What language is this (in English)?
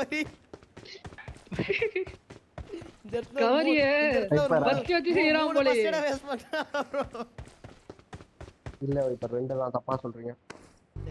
Tamil